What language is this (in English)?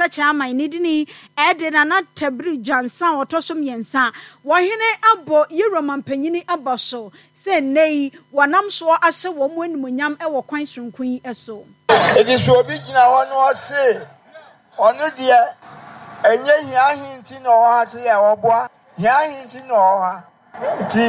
Akan